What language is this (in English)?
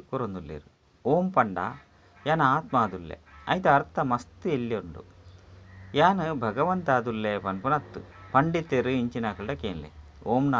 Tulu